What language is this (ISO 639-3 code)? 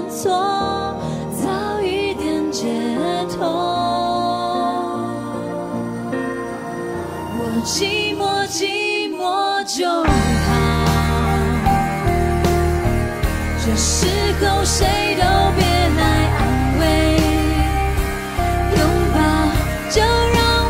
zho